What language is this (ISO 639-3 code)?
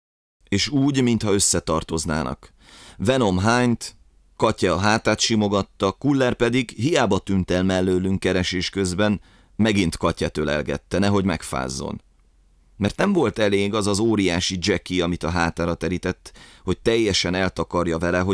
hun